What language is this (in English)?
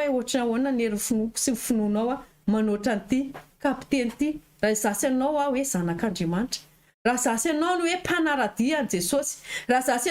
Malagasy